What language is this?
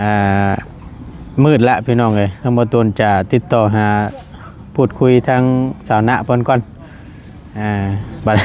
Lao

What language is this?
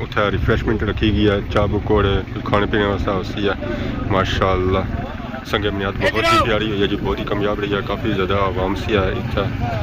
Pahari-Potwari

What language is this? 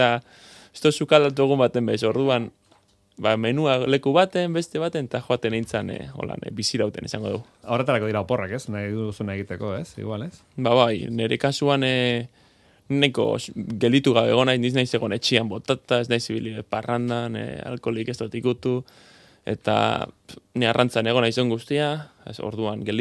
Basque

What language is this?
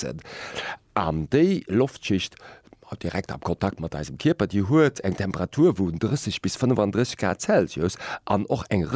Luxembourgish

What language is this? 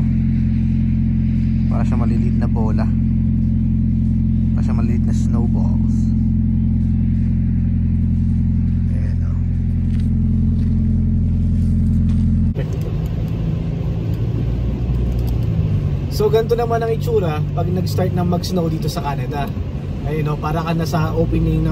Filipino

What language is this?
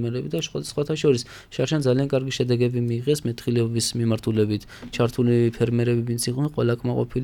Georgian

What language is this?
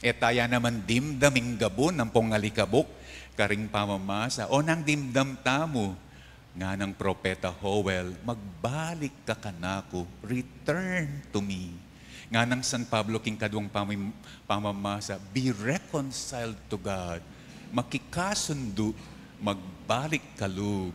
Pampanga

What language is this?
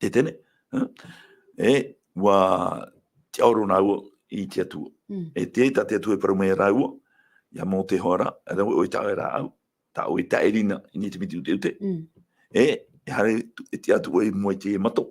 Tahitian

